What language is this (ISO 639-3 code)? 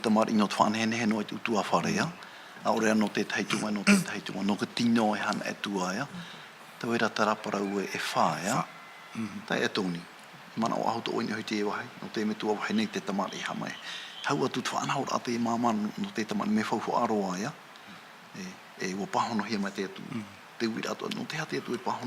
tah